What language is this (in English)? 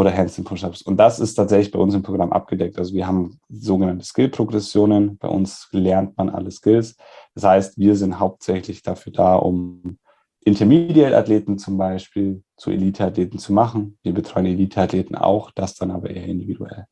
German